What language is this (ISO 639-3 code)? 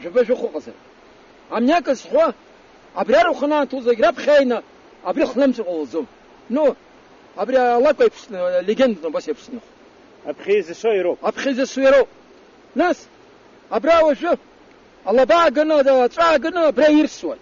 abk